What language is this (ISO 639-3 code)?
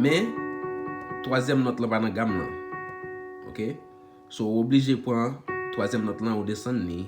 hat